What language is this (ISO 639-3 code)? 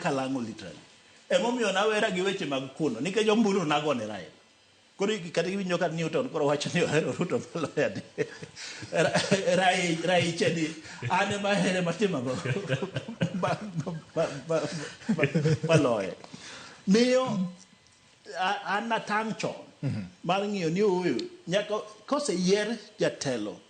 luo